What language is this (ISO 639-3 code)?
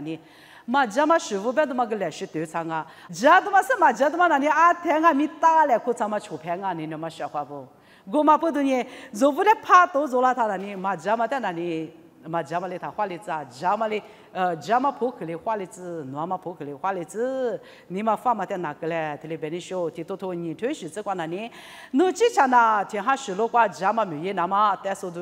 lis